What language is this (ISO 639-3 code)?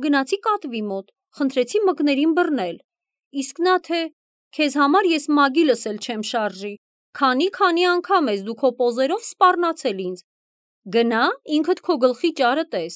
hye